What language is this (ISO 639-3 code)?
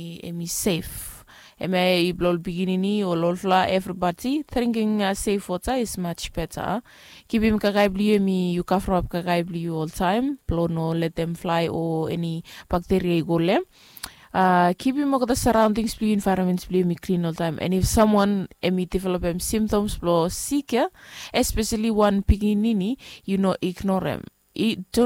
bis